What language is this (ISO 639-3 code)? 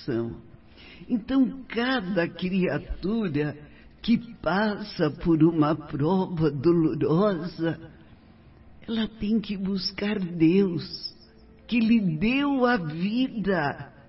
por